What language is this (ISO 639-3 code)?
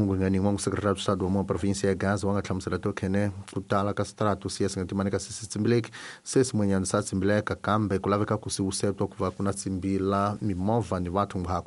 tso